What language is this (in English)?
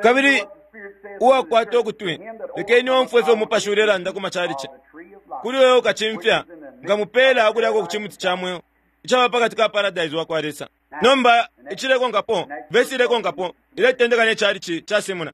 Bemba